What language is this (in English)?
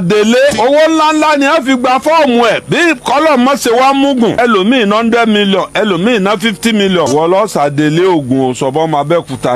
Yoruba